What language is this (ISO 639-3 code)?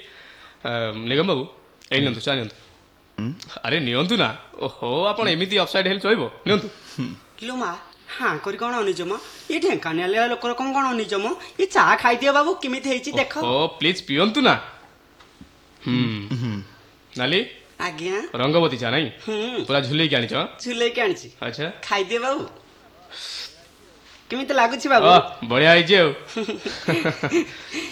ori